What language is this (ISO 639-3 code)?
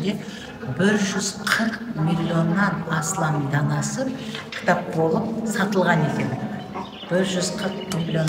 kaa